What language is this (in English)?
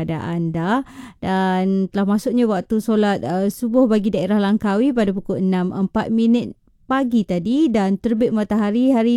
Malay